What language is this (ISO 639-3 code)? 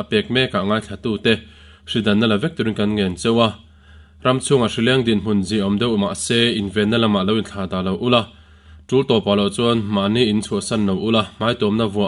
lus